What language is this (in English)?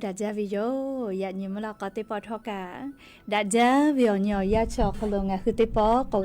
Lahu